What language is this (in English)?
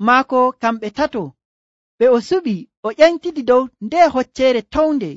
Nigerian Fulfulde